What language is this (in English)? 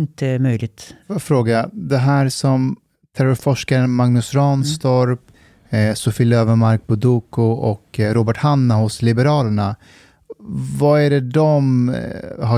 Swedish